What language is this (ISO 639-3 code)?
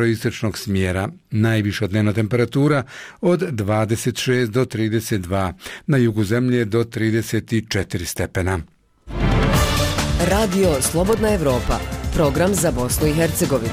bos